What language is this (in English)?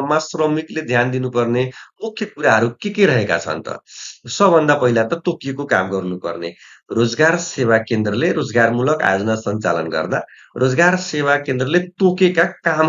Nepali